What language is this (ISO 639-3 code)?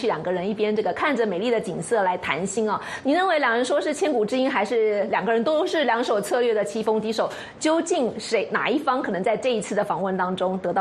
zho